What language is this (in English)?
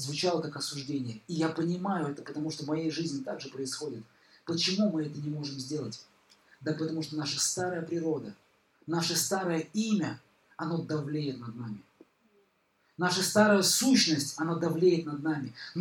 Russian